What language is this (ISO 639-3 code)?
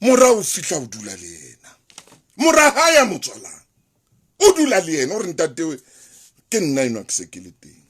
sot